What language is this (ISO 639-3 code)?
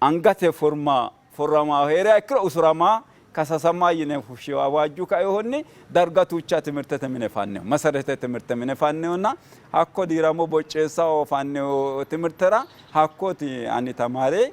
sid